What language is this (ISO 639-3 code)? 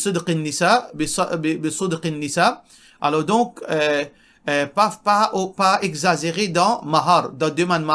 mfe